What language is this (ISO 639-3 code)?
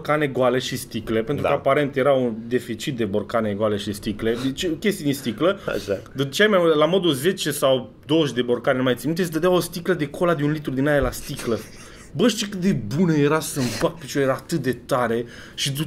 ron